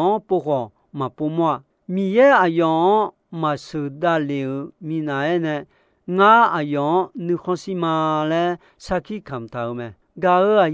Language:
Akha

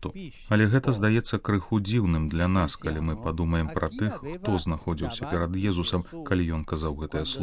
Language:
Belarusian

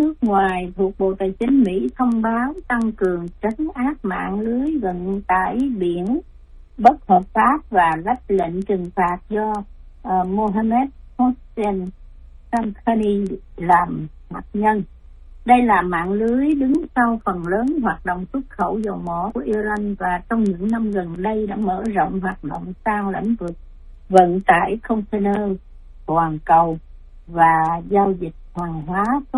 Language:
Vietnamese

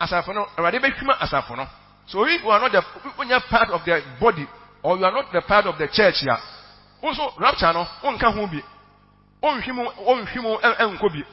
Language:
Akan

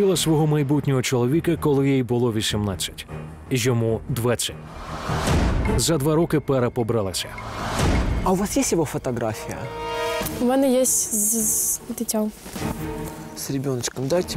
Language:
Ukrainian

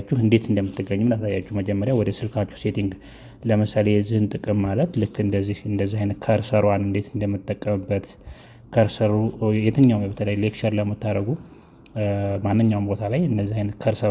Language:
Amharic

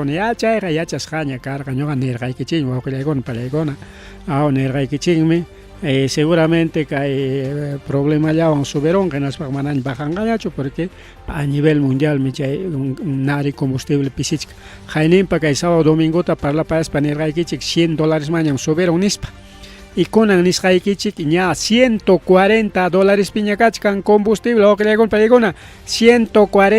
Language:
Ayacucho Quechua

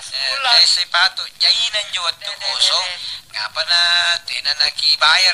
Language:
Makasar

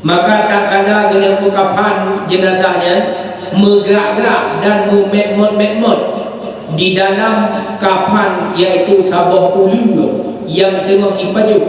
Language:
Achinese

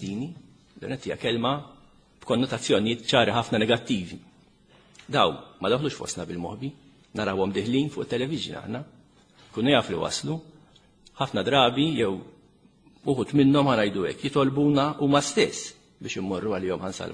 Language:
Maltese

